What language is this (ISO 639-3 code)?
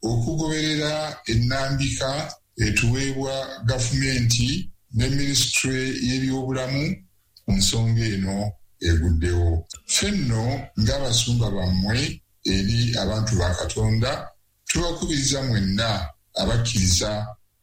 lug